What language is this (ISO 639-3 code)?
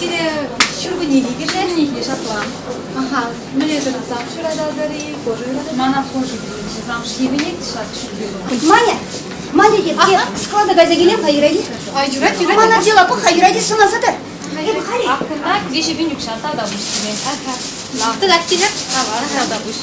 chv